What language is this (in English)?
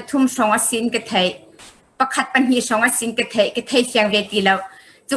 Hakha Chin